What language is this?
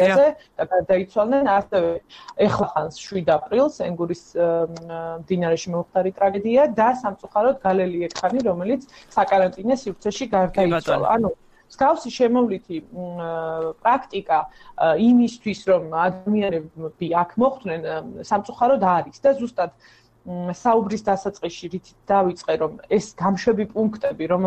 Georgian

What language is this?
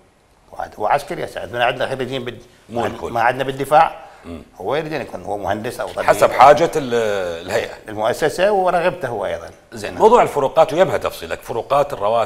Mesopotamian Arabic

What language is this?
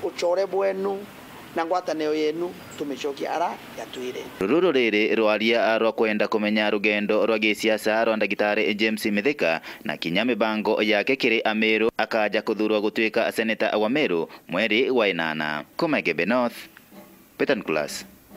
Meru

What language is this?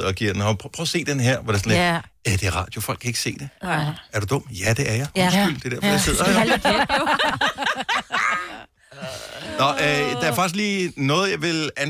Danish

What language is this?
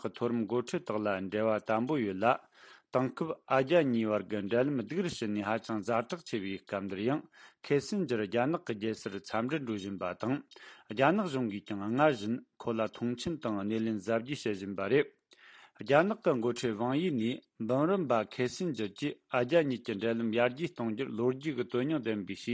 Tibetan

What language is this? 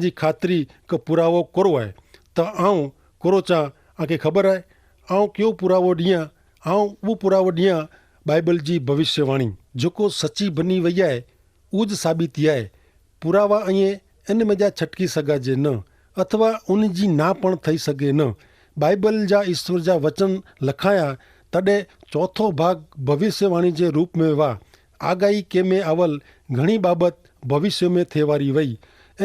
Kachhi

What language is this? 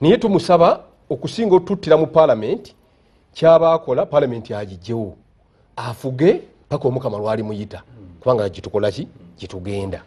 Ganda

